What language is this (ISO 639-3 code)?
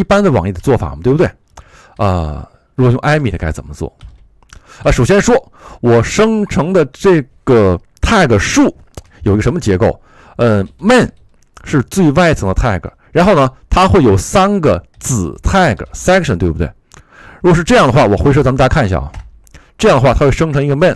zho